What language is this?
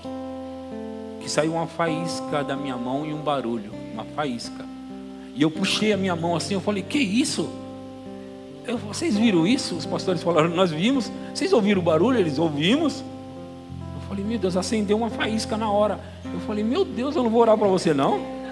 Portuguese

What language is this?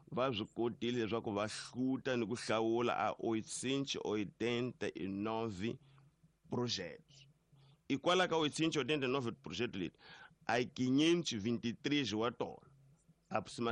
Tsonga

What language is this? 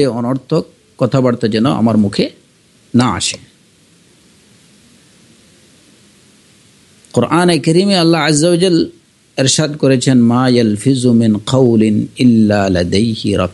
Bangla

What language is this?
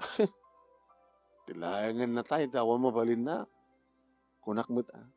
Iloko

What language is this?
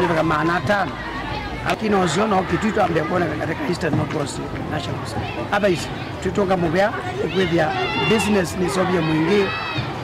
Kamba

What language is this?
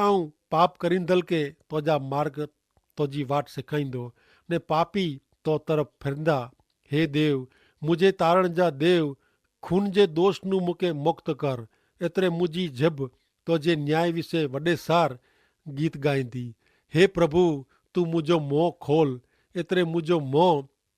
Kachhi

